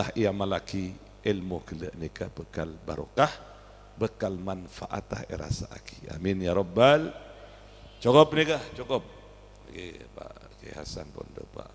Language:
Madurese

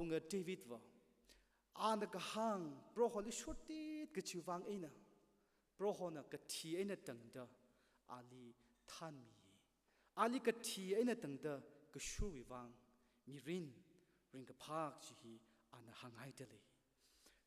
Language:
Tangkhul Naga (India)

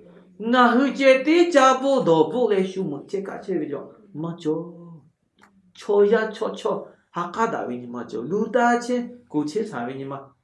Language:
Lahu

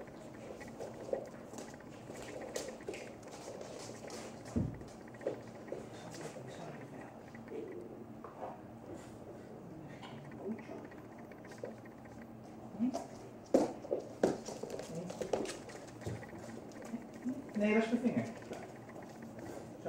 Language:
Dutch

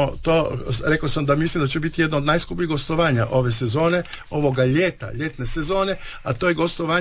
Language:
Croatian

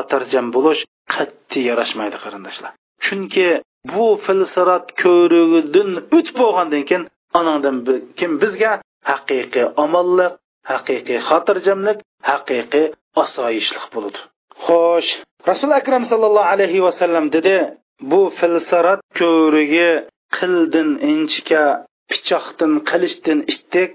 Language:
Uyghur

